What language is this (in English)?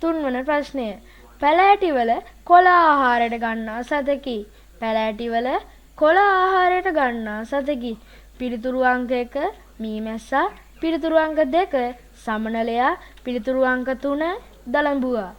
Sinhala